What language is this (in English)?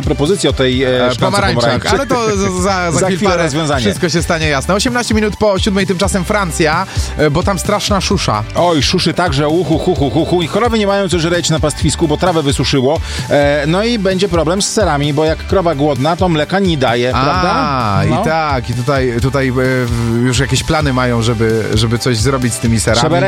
Polish